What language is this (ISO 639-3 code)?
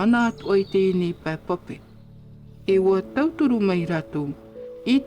tah